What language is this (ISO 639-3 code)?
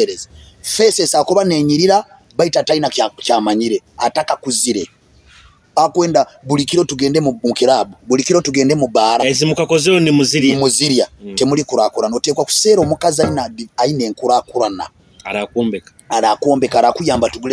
nyo